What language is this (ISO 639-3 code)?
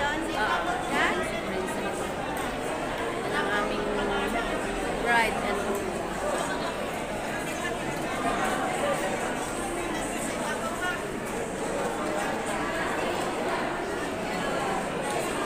fil